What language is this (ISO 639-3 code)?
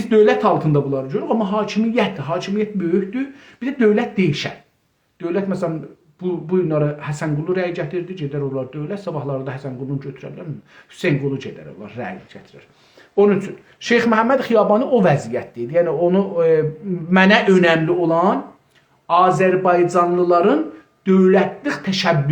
azb